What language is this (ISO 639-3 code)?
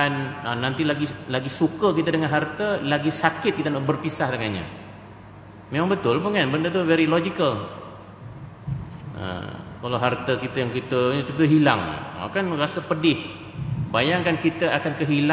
msa